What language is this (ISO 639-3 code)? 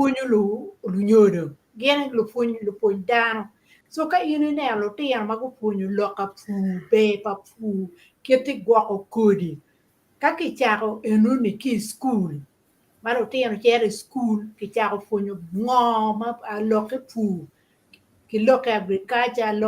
ach